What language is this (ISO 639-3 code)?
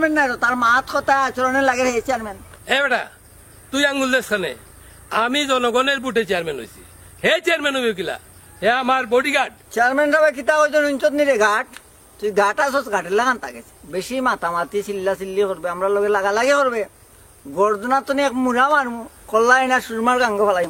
syl